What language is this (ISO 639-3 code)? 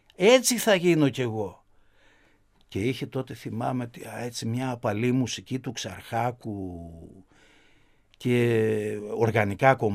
ell